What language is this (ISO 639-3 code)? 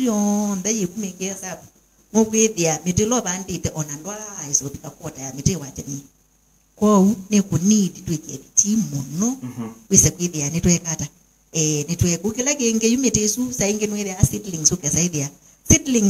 kam